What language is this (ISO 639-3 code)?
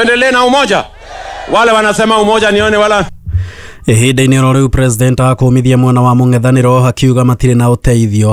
kik